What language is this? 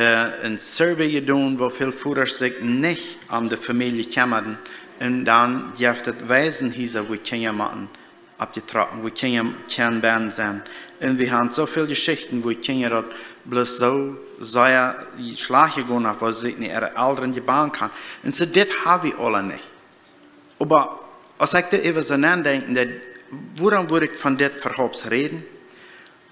Plautdietsch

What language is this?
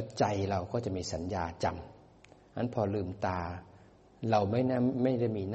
Thai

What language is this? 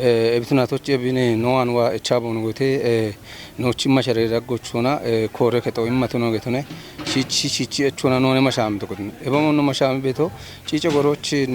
Kafa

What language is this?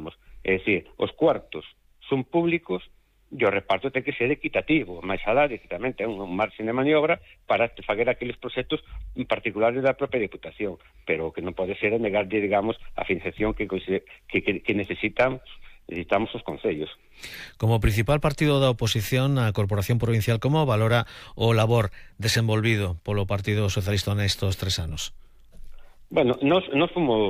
Galician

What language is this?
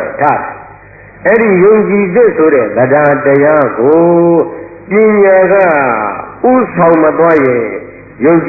Burmese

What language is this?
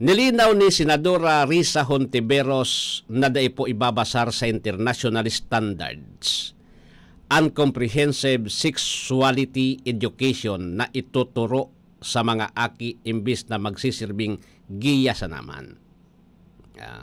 Bikol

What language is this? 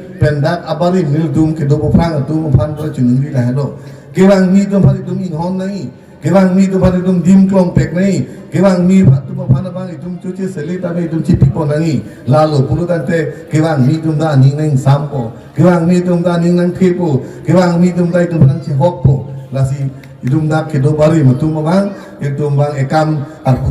Karbi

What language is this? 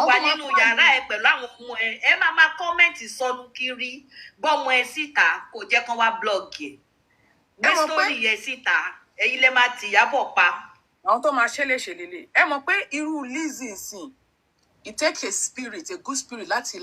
Yoruba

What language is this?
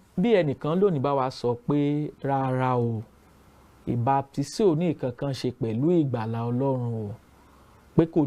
Yoruba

